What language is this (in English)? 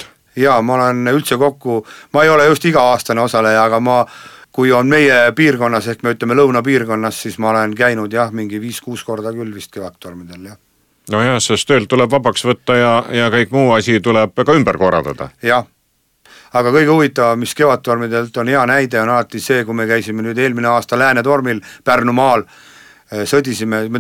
Estonian